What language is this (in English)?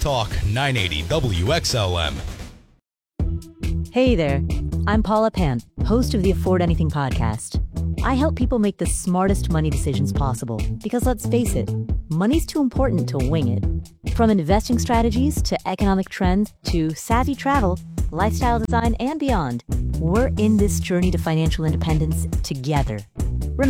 English